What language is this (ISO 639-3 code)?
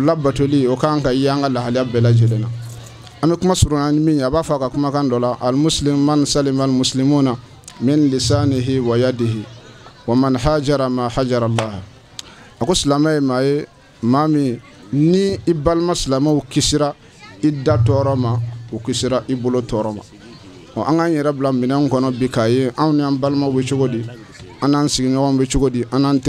bam